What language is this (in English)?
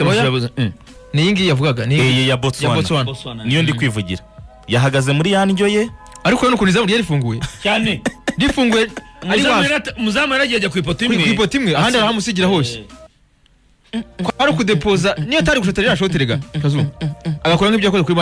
Kinyarwanda